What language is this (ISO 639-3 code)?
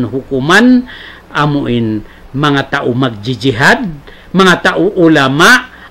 tsg